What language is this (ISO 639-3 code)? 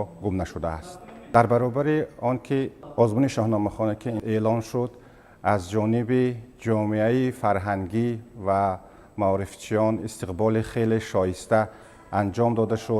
tgk